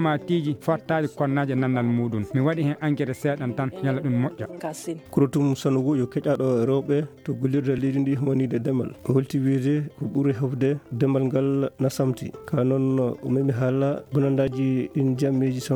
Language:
Fula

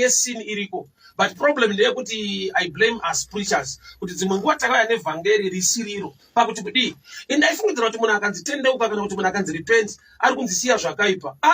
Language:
Shona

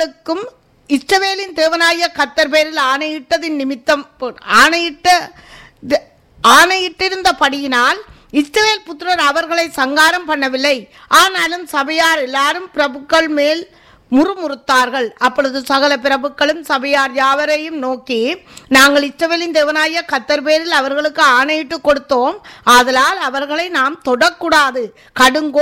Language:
Tamil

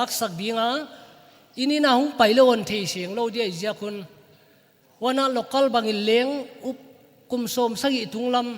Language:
Paite Chin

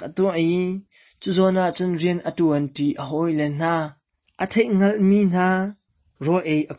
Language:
Hakha Chin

